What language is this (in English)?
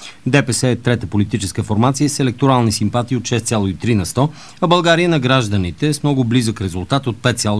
Bulgarian